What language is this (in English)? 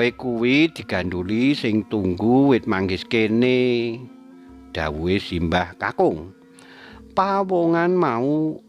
Javanese